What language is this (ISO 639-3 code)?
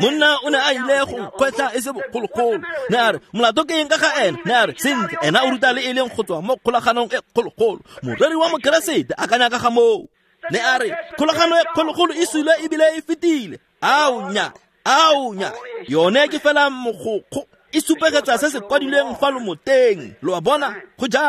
tsn